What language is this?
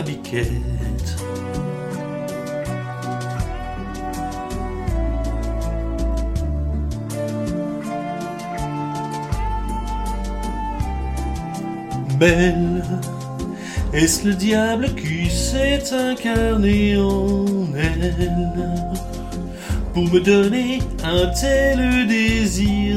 French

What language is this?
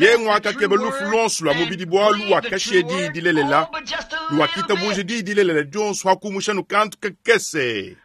Luba-Lulua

